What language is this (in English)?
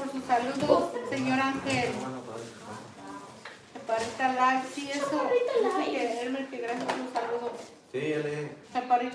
Spanish